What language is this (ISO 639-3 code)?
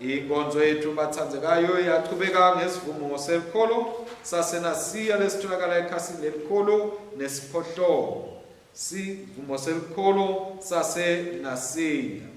ssw